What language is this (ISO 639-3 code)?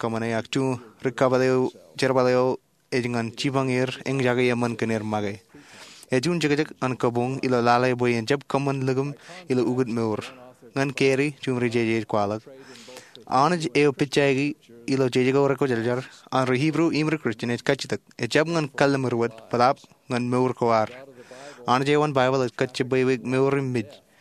mah